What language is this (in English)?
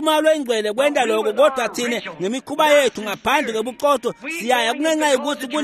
Swati